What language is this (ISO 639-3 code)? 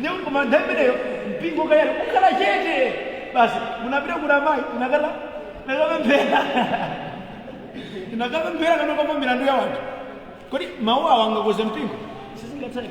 nya